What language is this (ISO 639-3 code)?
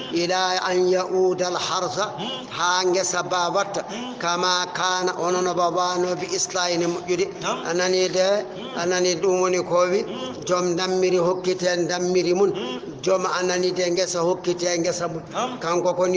ful